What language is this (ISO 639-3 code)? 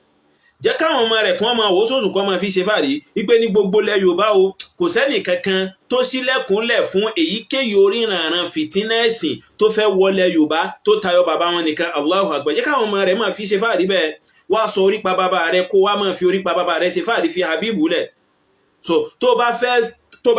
yor